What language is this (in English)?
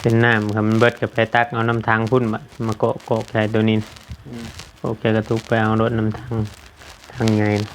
Northeastern Thai